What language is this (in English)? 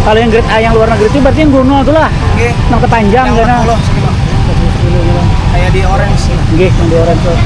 Banjar